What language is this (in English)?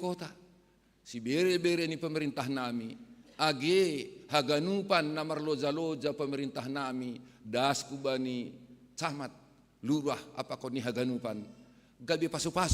Batak Simalungun